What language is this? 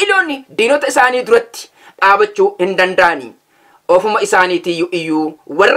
Oromo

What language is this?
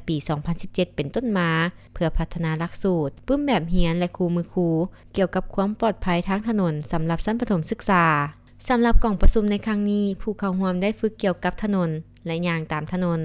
Lao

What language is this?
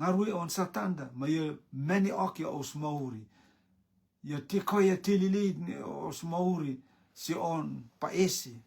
Rotuman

